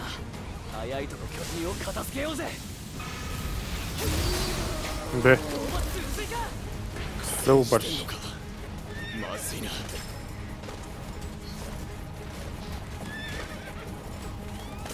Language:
Japanese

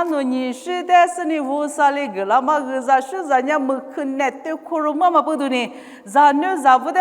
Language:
Lisu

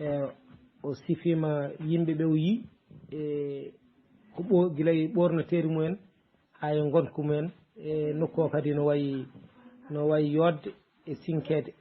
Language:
Fula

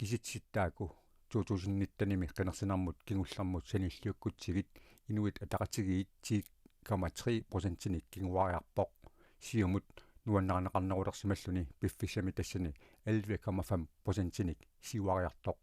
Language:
Kalaallisut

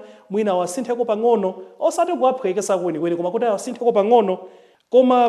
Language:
Nyanja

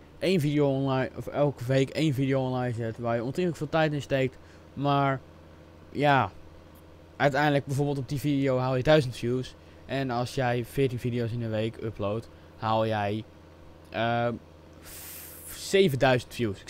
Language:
Dutch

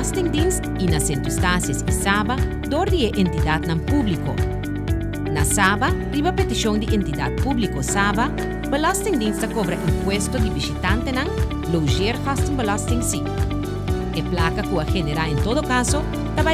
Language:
Papiamento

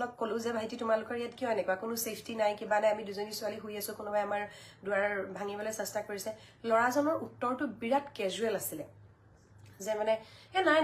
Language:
Assamese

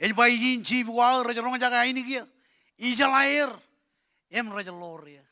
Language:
Marshallese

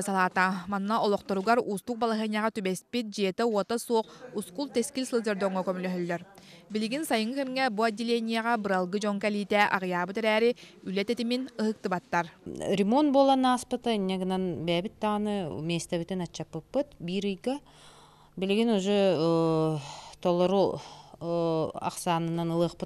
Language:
Yakut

